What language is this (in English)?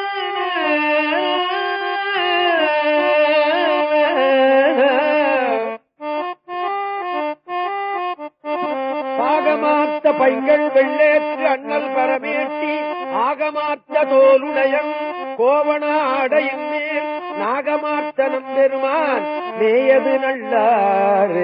Tamil